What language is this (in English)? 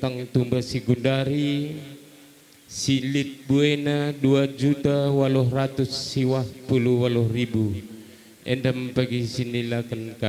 Batak Karo